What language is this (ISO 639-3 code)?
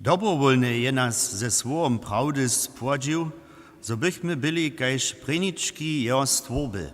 hsb